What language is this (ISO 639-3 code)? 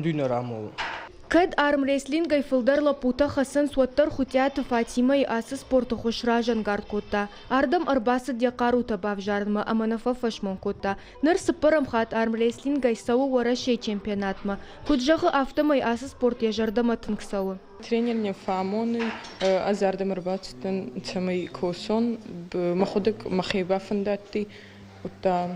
oss